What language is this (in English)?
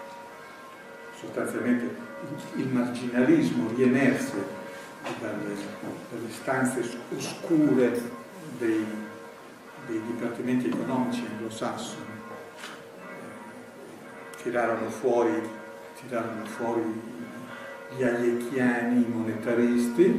Italian